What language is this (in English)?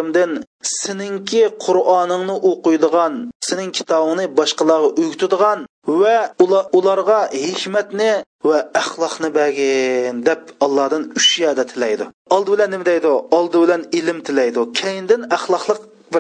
Uyghur